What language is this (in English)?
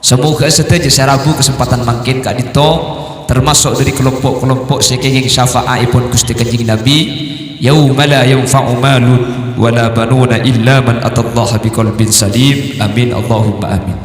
Madurese